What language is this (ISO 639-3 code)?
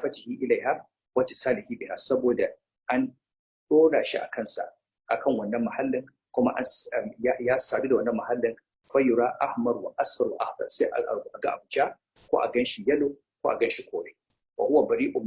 hau